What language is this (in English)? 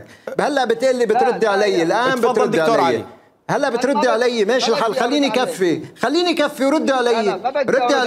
Mesopotamian Arabic